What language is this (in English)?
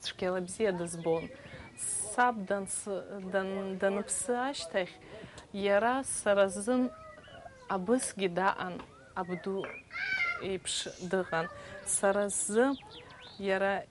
Abkhazian